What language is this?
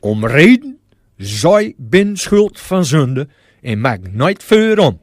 Gronings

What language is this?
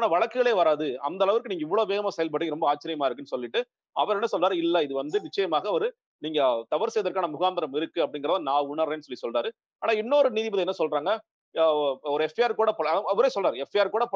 Tamil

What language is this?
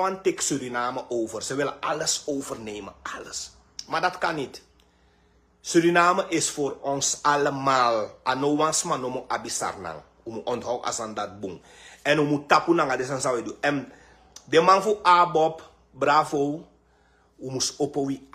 Sranan Tongo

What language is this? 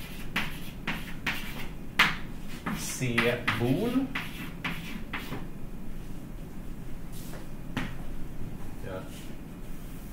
Swedish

